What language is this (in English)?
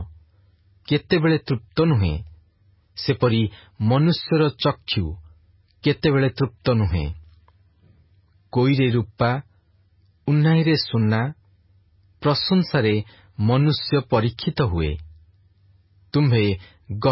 Odia